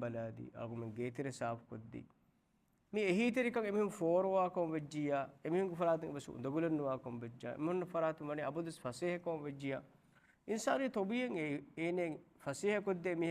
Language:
Divehi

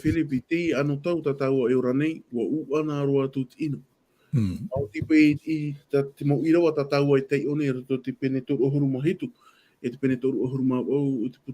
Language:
Tahitian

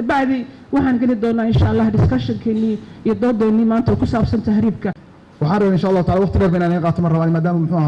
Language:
Somali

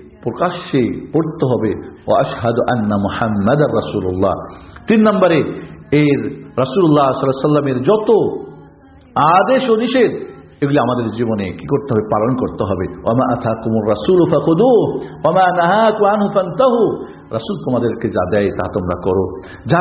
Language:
Bangla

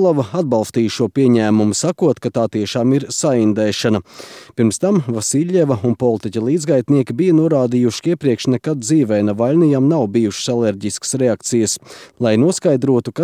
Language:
Latvian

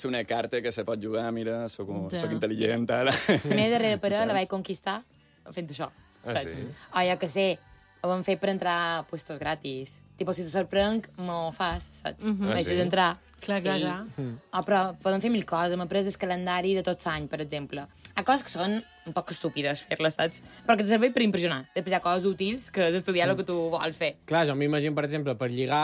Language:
Catalan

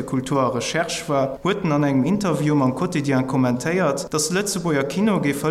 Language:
Luxembourgish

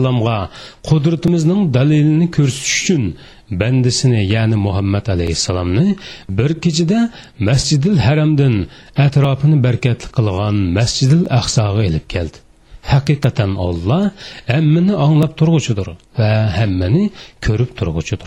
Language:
Uyghur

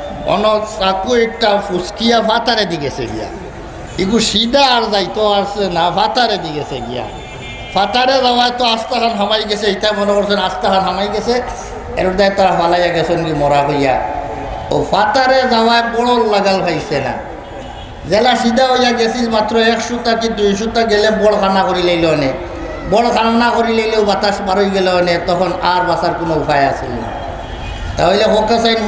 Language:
Sylheti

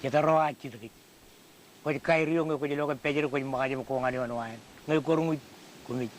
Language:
Marshallese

